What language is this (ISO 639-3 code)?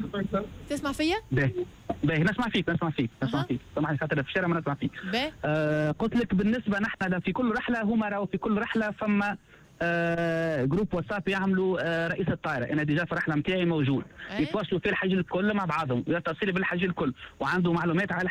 aeb